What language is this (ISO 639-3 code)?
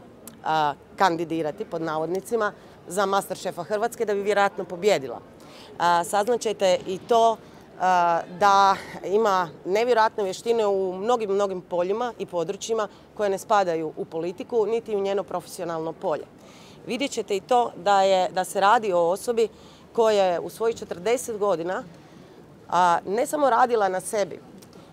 hrv